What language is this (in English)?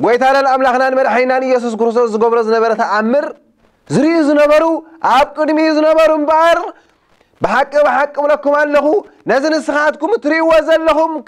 Tigrinya